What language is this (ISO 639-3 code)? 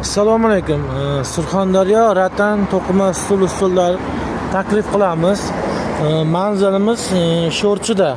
uzb